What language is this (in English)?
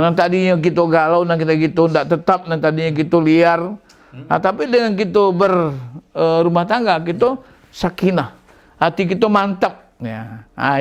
Minangkabau